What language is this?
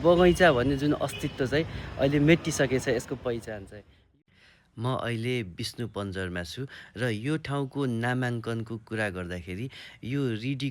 Nepali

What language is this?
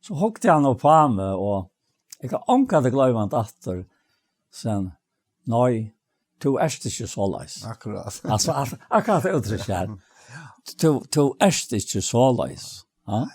Faroese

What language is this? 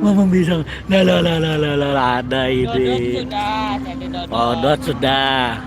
Banjar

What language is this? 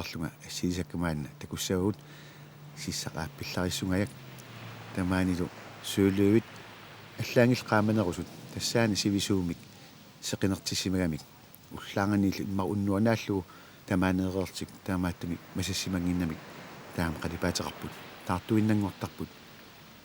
Kalaallisut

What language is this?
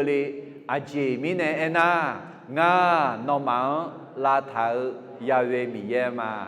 Akha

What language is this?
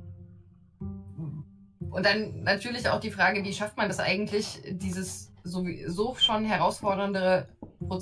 German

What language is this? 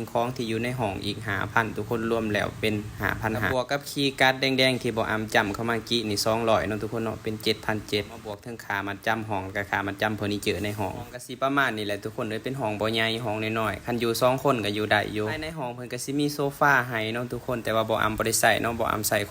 Lao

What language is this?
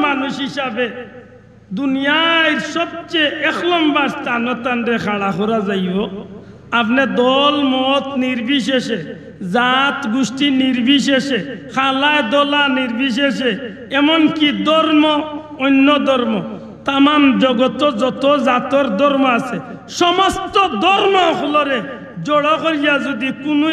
Sylheti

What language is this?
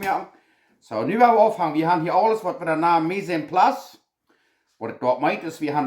Plautdietsch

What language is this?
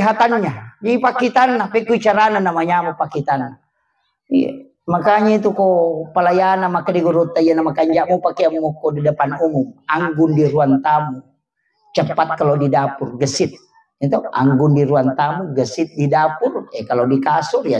Buginese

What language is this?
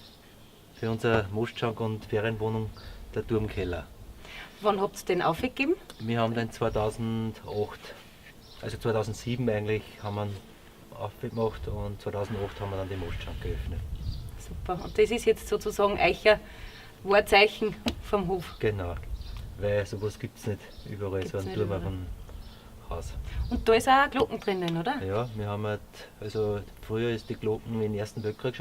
Bavarian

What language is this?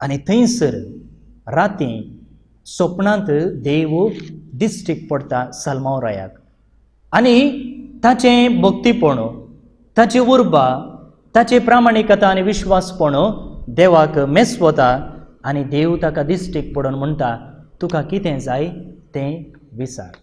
Konkani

